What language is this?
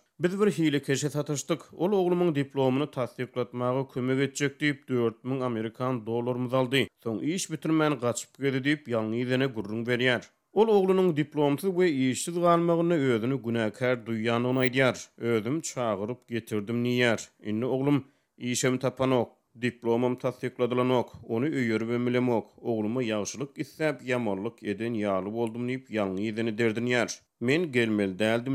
Turkmen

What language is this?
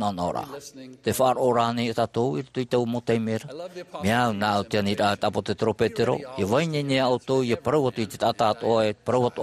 Tahitian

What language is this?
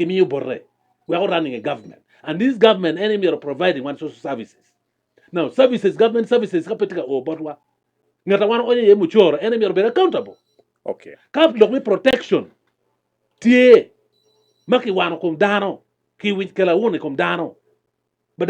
Acoli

